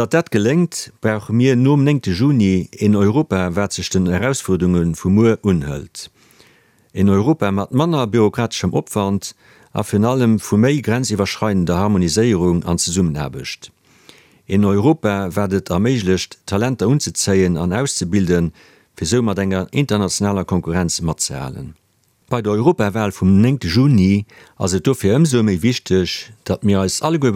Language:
Luxembourgish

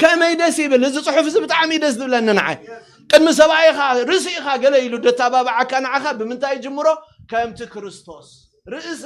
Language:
Tigrinya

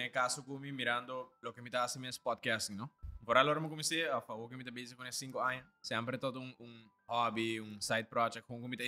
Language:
Papiamento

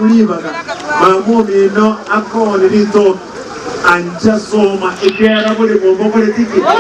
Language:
Gusii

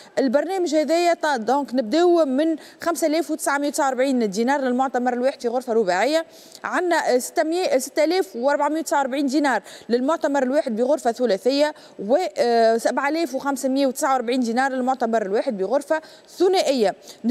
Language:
Tunisian Arabic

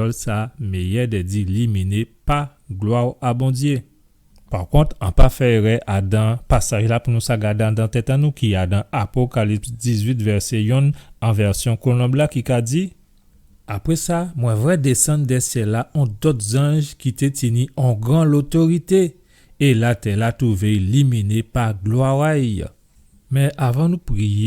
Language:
Guadeloupean Creole French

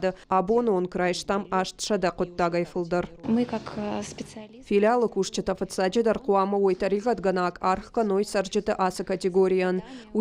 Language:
Ossetic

